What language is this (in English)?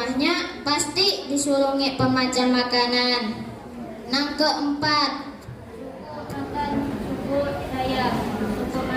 Banjar